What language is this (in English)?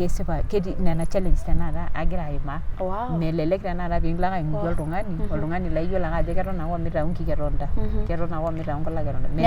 Masai